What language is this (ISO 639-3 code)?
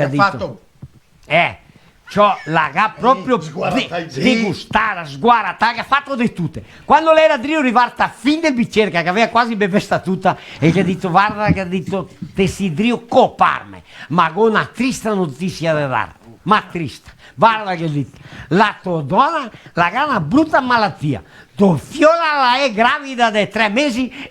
vec